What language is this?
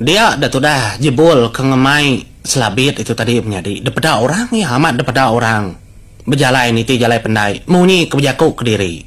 Iban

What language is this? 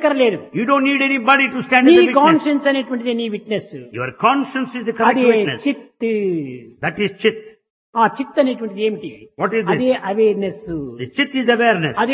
Telugu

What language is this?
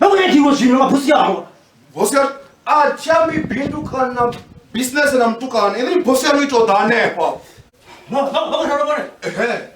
Venda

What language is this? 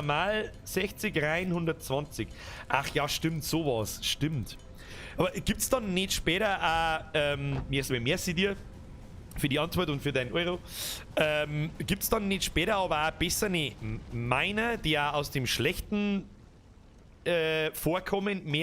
Bavarian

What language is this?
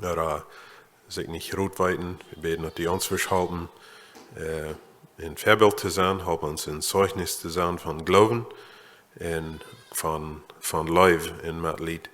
Plautdietsch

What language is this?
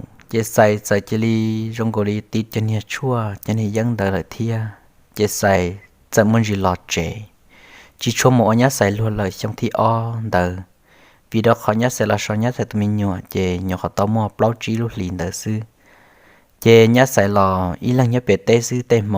Hmong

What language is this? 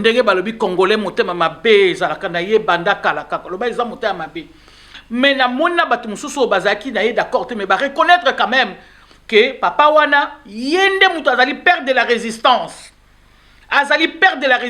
Lingala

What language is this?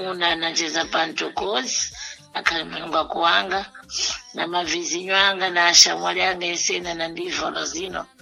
Sena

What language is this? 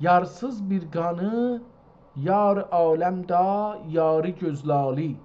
South Azerbaijani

